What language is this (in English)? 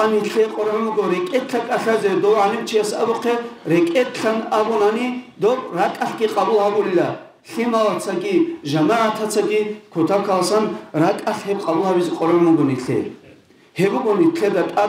Avaric